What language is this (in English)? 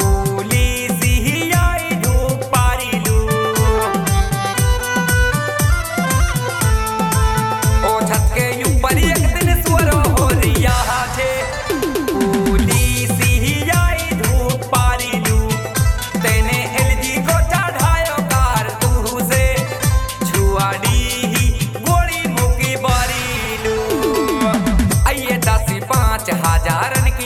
Haryanvi